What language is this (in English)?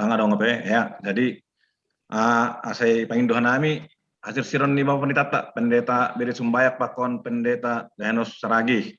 Batak Simalungun